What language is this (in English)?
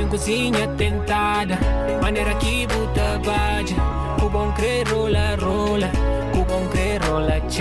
Kabuverdianu